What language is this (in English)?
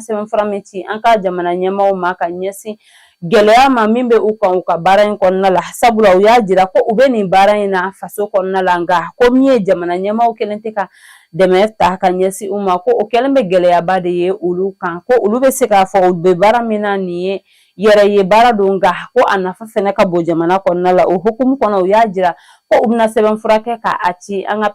Bambara